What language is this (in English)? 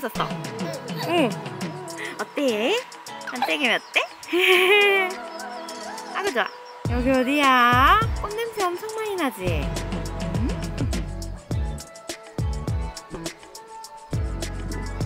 Korean